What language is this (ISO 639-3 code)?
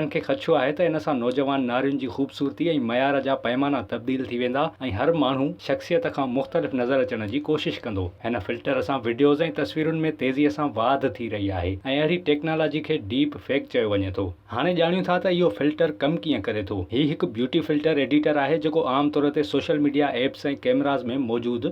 snd